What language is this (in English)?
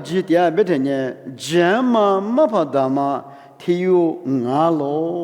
Lisu